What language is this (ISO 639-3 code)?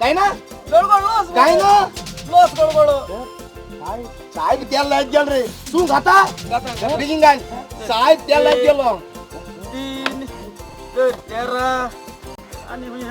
kok